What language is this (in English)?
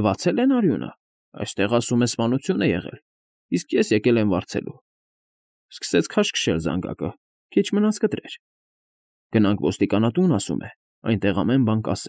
Armenian